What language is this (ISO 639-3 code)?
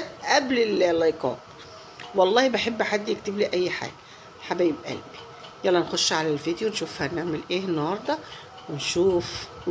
arz